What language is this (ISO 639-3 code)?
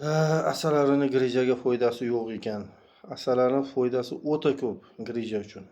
uzb